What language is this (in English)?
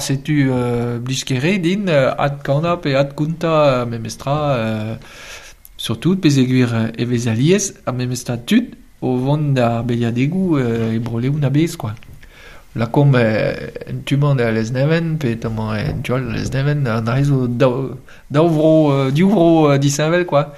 Breton